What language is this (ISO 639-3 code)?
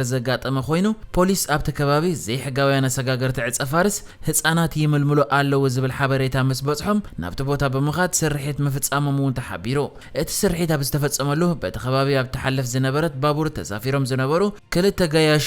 tir